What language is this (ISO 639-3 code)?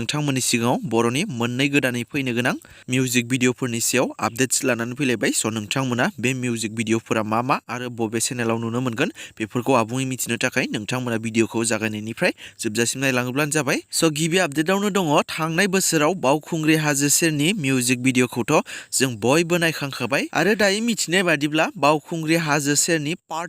brx